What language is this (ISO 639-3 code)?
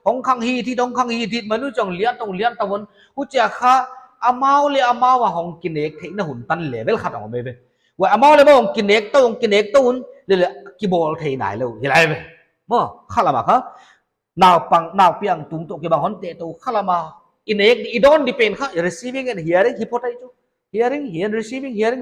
pck